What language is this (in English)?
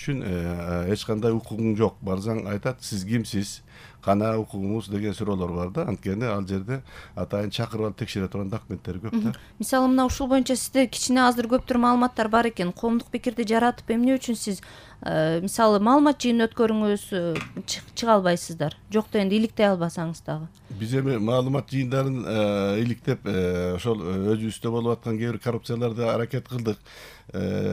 Kyrgyz